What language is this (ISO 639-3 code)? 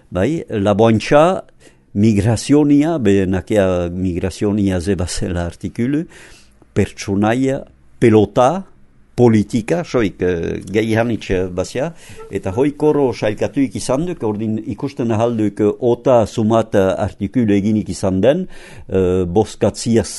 eus